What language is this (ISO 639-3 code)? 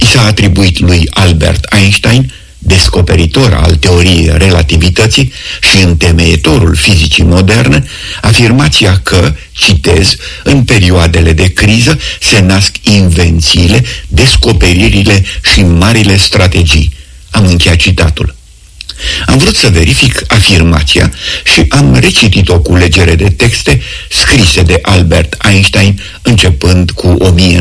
ron